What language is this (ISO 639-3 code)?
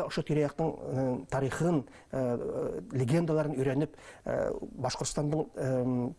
bak